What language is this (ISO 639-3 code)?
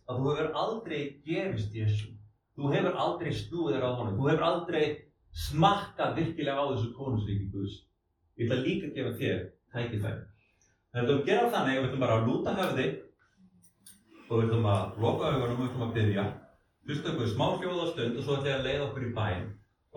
isl